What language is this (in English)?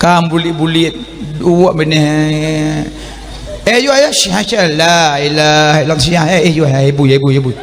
Achinese